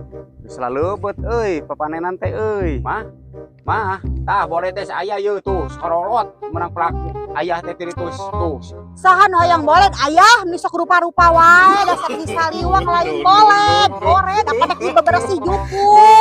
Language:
Sundanese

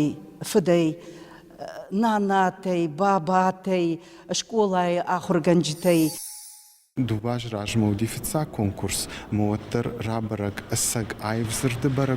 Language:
Ossetic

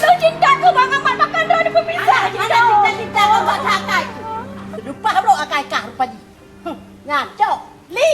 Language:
Achinese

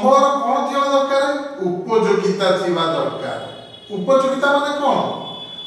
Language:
Odia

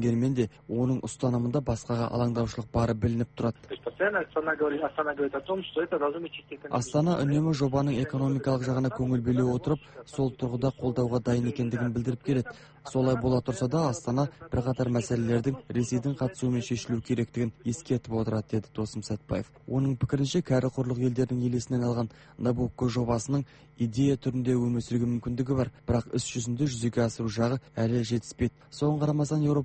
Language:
Kazakh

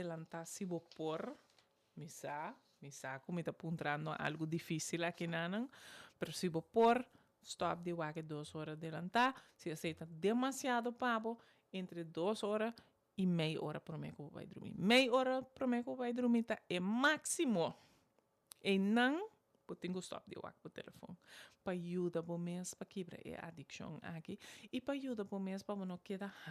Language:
Papiamento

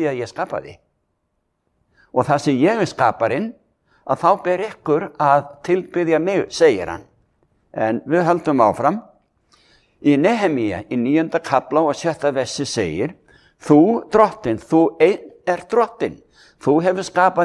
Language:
Icelandic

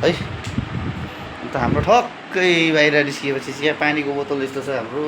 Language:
Nepali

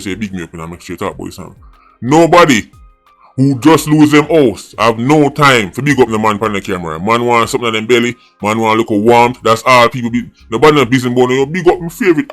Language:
Jamaican Creole English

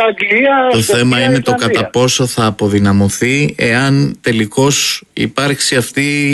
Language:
Greek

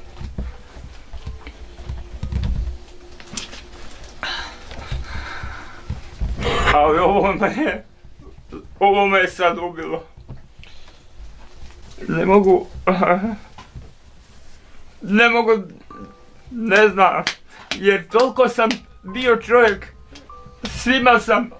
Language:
Bosnian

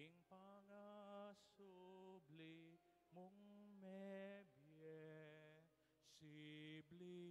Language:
Pampanga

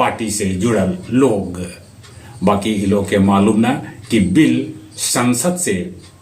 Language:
Magahi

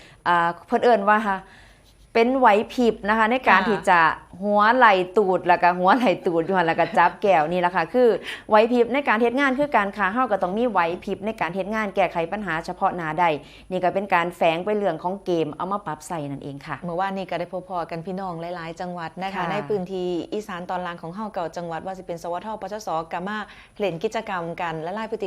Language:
Northeastern Thai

